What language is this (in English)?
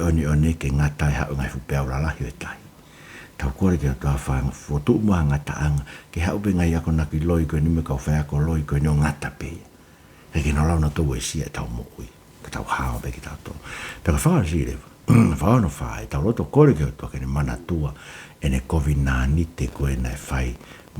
Tongan